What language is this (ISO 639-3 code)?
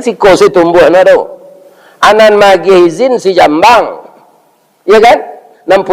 min